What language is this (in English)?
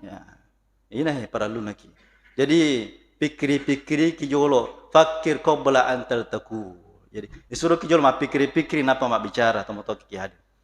Buginese